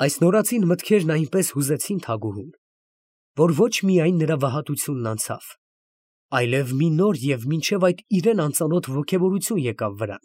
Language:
Armenian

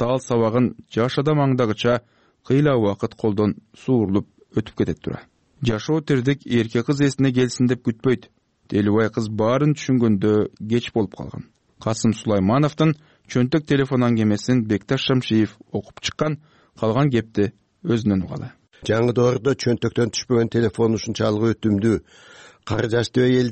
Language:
Kyrgyz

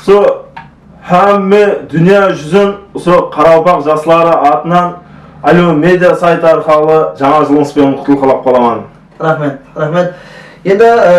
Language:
Kara-Kalpak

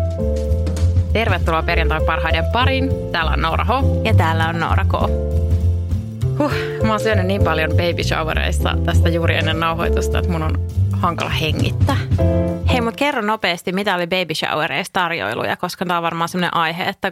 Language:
Finnish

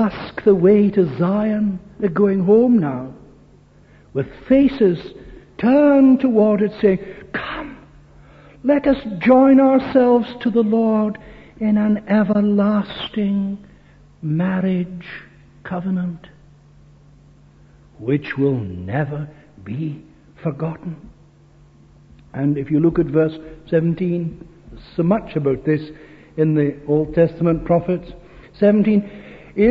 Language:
English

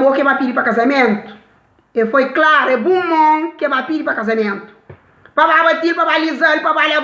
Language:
Kabuverdianu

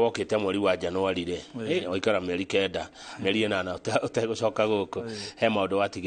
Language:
Kikuyu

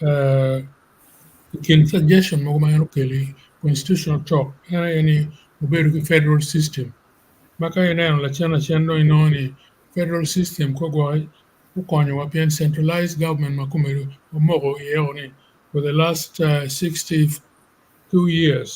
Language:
Acoli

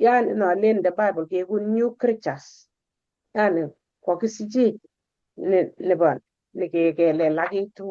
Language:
Kalenjin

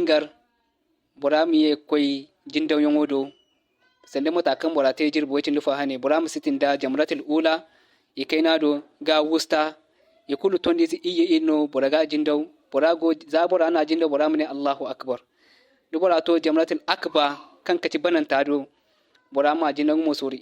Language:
Zarma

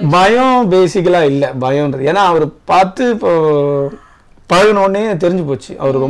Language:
Tamil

